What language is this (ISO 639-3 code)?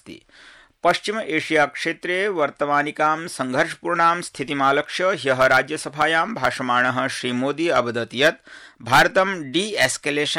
san